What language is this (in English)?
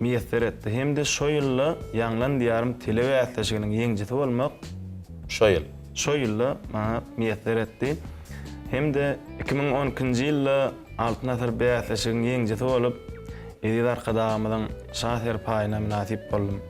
Turkmen